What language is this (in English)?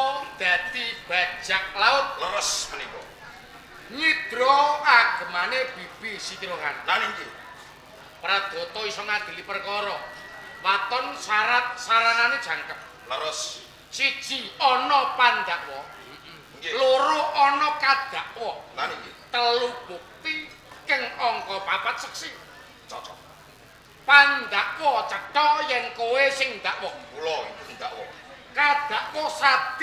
Javanese